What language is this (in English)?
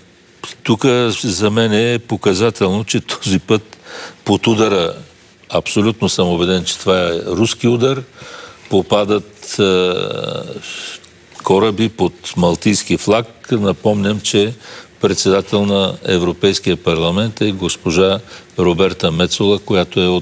Bulgarian